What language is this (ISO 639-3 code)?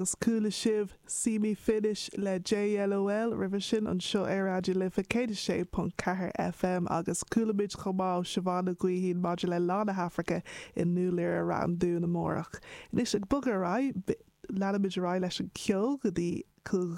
gle